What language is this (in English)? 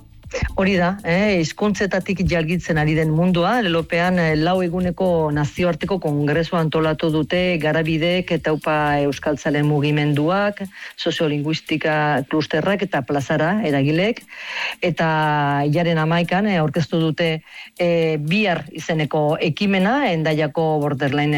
Basque